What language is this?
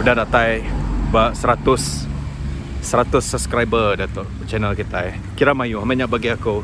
Iban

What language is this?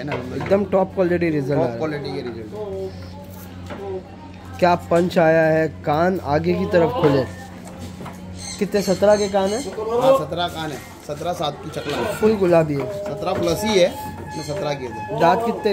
Hindi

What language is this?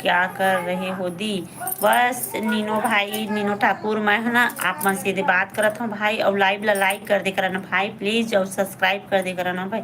Chhattisgarhi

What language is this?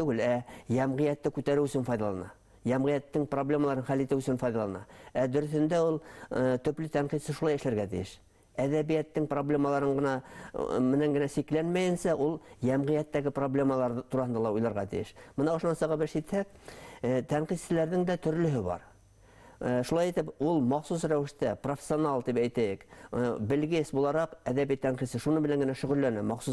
Bashkir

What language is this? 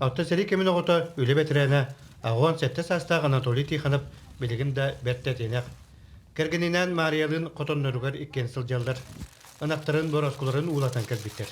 Yakut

